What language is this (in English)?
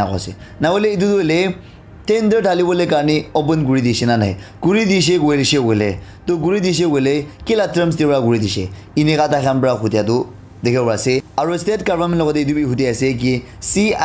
Naga Pidgin